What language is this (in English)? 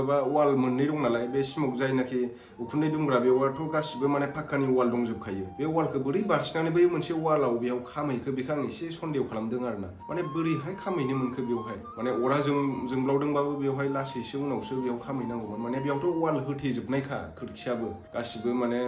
Bodo